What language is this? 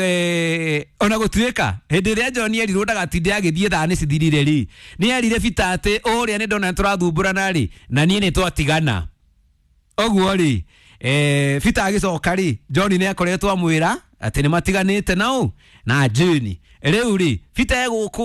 Kikuyu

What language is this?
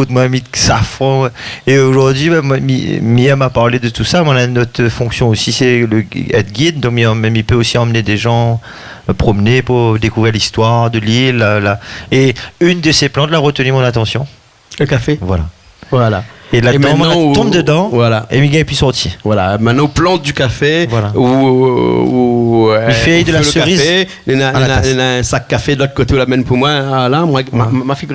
Réunion Creole French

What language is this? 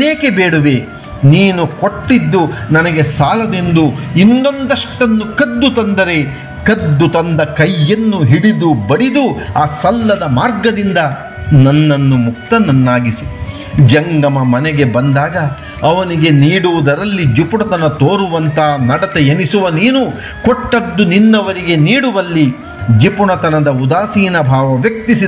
Kannada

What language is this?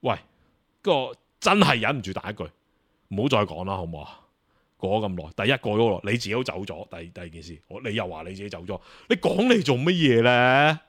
Cantonese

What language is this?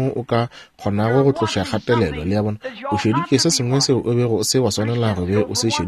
Northern Sotho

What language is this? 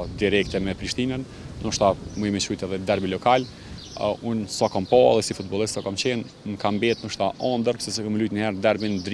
Albanian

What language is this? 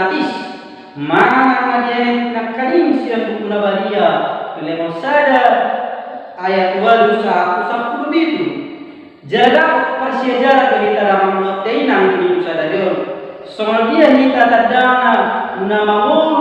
Batak Toba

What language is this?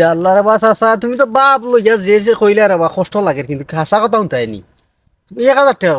Sylheti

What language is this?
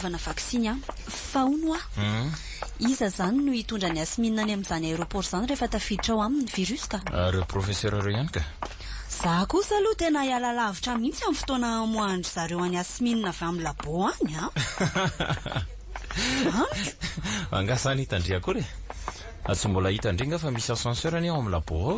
Malagasy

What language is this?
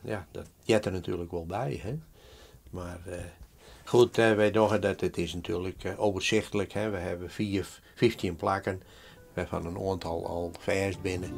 Western Frisian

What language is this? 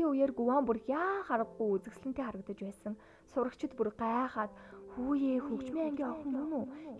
Mongolian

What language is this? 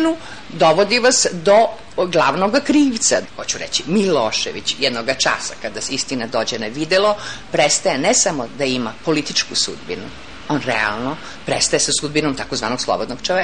Serbian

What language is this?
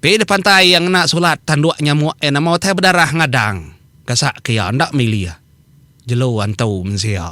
Iban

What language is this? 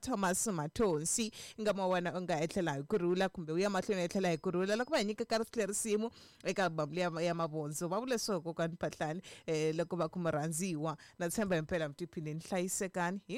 Tsonga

